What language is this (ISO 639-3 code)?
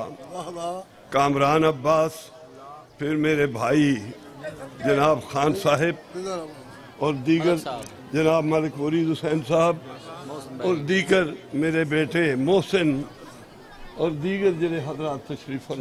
urd